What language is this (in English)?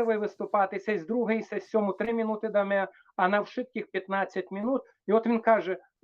Rusyn